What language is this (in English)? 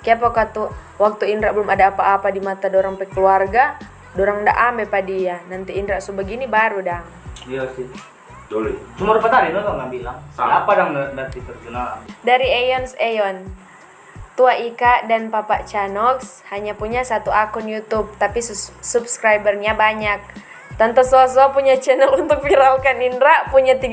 Manado Malay